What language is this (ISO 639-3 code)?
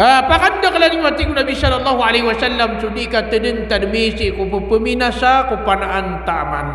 mrw